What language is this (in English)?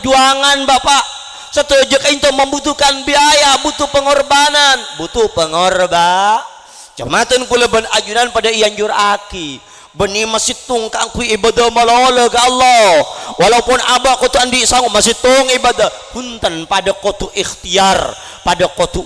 Madurese